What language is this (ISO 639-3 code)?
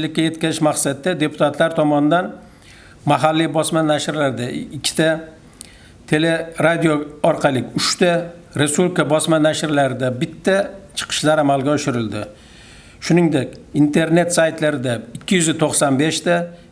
uzb